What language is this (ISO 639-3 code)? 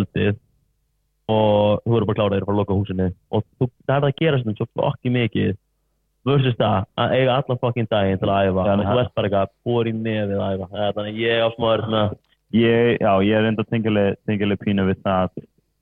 isl